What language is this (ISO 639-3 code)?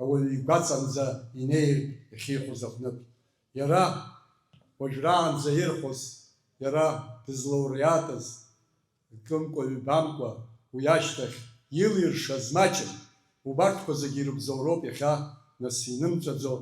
abk